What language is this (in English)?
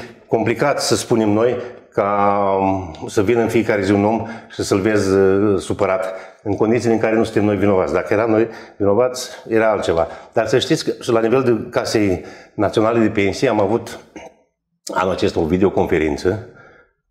Romanian